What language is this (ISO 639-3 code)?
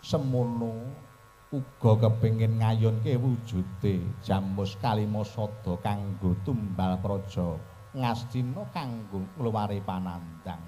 jav